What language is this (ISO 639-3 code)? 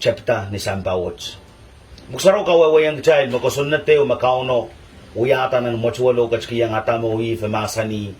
pon